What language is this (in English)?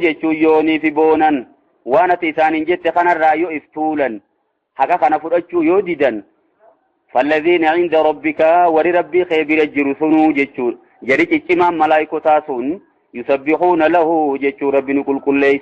Oromo